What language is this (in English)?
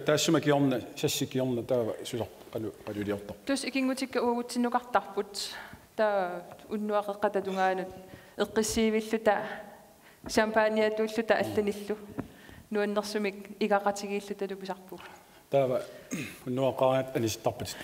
Kalaallisut